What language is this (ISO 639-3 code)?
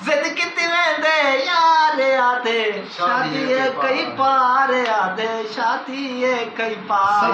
skr